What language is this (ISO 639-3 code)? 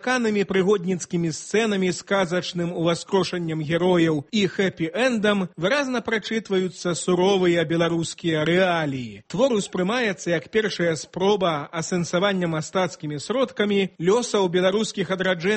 bel